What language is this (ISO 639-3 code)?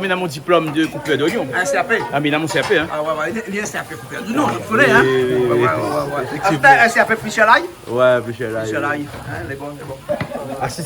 rcf